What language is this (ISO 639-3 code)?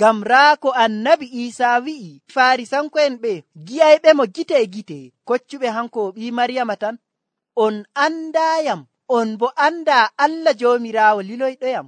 fuv